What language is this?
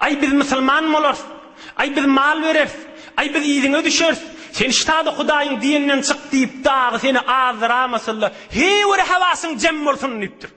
Turkmen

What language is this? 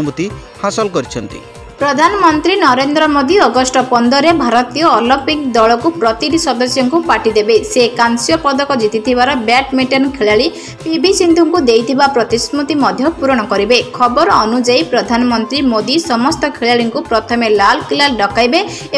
Odia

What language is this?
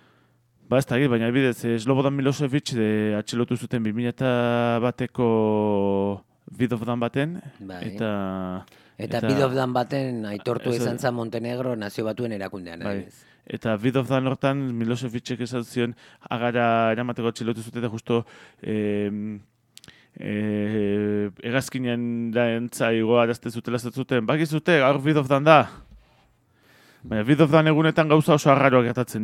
Basque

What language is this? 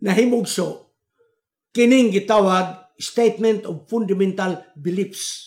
Cebuano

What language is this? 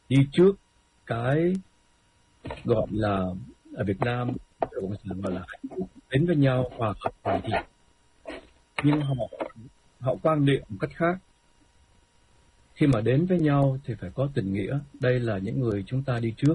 Vietnamese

